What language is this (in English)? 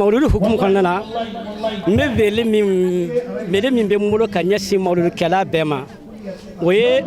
Bambara